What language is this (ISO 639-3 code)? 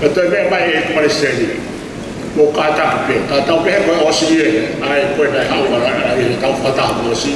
ton